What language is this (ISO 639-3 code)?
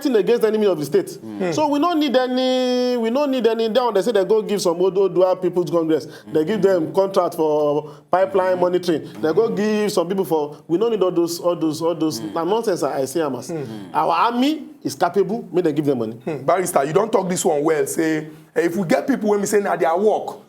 pcm